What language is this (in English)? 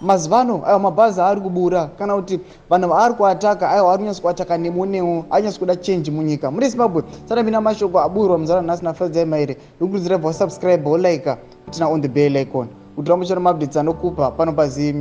Shona